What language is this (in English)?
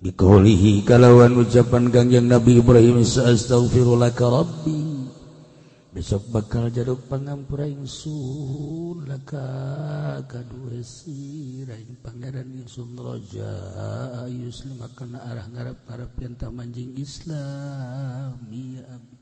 Sundanese